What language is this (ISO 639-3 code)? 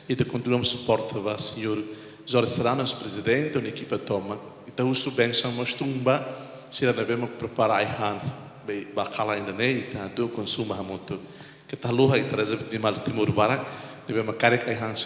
tet